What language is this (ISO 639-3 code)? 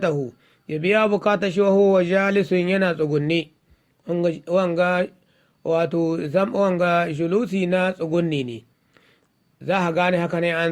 hau